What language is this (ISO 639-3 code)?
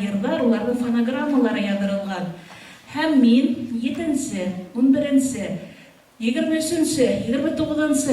bak